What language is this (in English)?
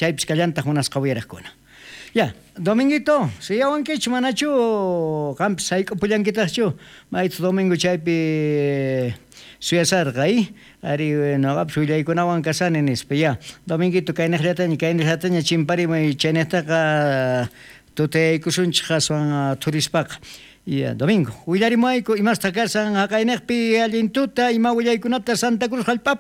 South Bolivian Quechua